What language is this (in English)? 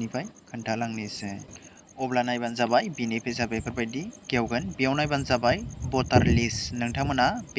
Bodo